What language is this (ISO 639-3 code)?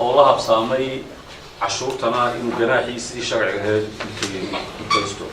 som